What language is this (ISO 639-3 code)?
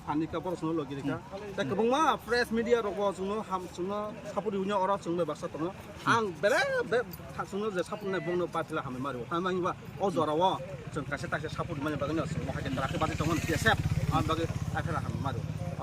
trp